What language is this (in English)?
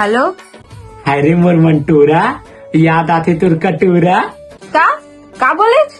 Chhattisgarhi